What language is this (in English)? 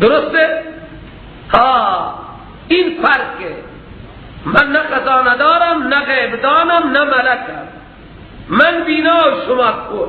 Persian